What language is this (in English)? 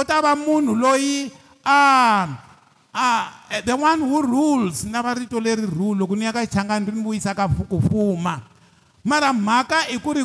Tsonga